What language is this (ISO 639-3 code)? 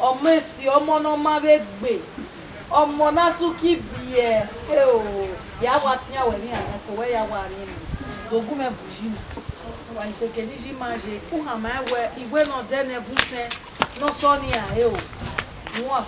bin